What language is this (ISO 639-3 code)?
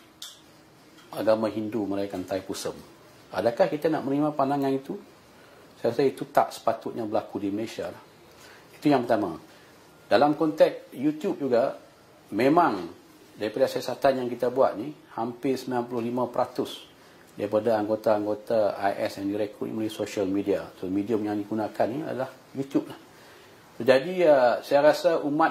msa